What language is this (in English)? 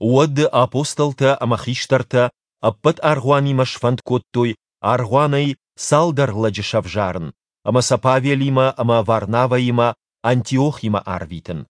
Ossetic